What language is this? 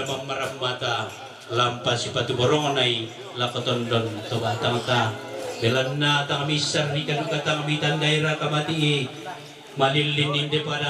Toraja-Sa'dan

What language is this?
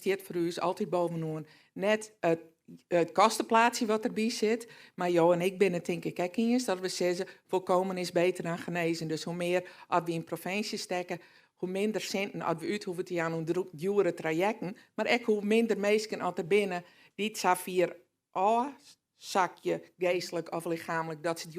Western Frisian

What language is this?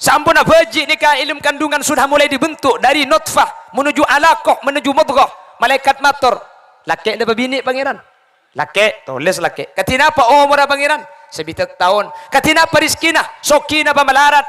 Madurese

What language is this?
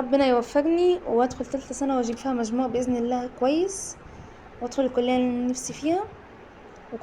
Egyptian Arabic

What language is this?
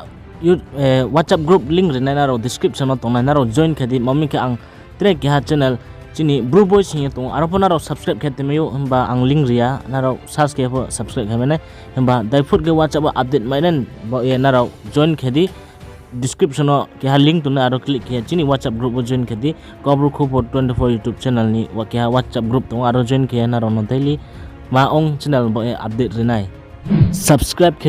Riang (India)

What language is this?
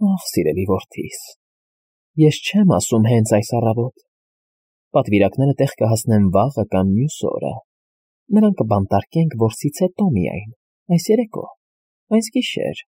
Armenian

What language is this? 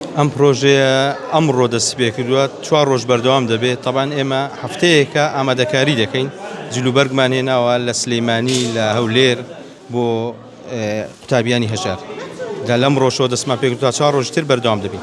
Central Kurdish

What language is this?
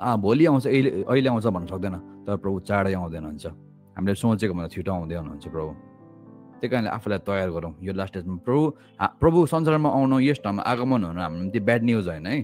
Nepali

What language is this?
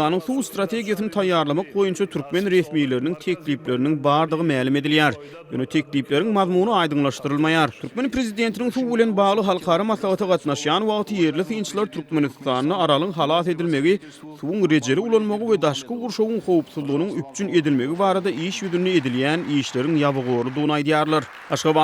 Turkmen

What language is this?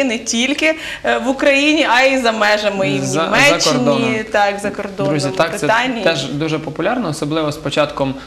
Ukrainian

